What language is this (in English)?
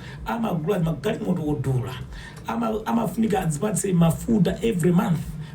Nyanja